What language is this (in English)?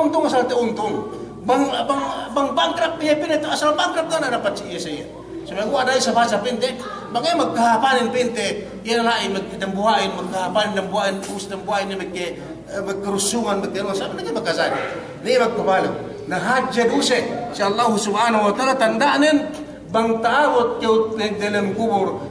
Yakan